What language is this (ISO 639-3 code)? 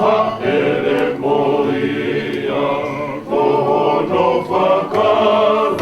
ton